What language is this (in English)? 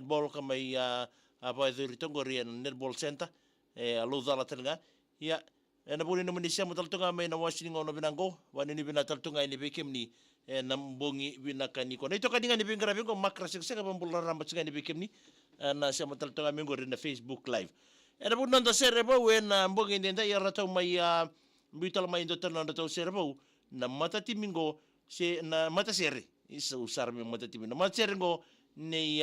Fijian